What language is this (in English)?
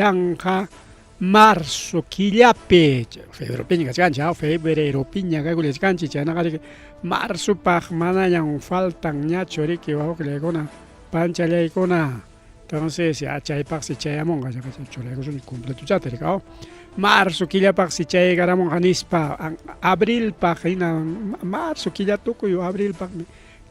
Ayacucho Quechua